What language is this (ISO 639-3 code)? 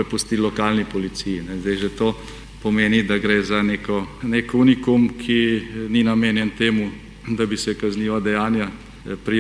slv